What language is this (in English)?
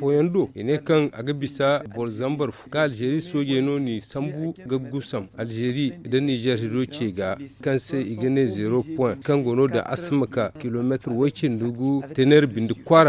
Zarma